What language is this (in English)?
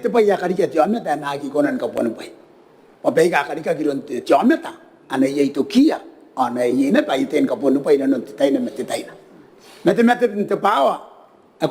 Gilbertese